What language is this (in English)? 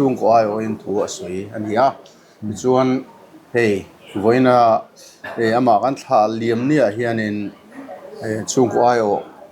Mizo